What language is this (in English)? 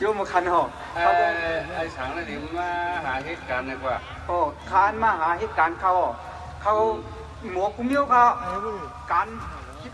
Shan